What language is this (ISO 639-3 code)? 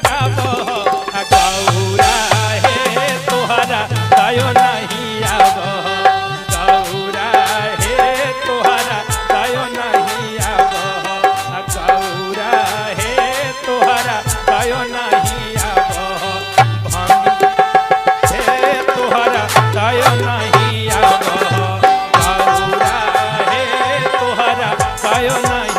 mag